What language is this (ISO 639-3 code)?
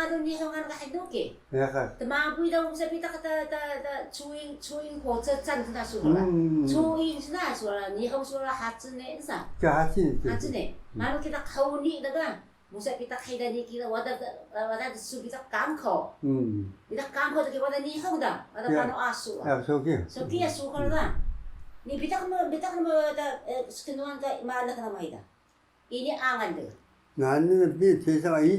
trv